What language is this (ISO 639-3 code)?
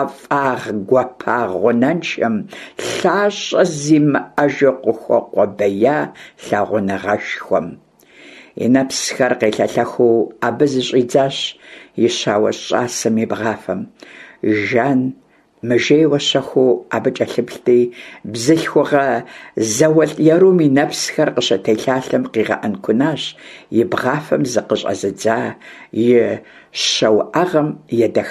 kbd